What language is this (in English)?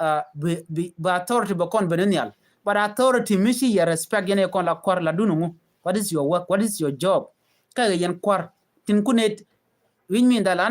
Nuer